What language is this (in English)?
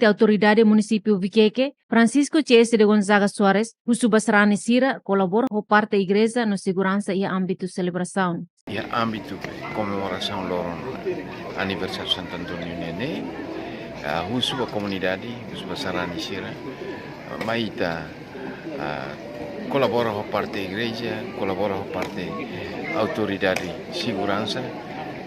Tetum